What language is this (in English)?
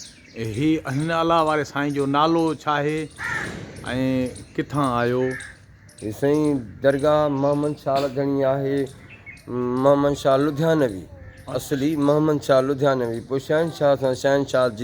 Sindhi